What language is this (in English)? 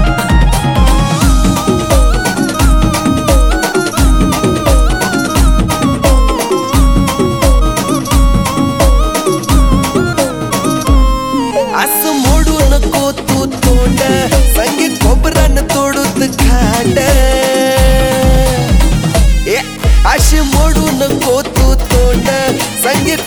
Marathi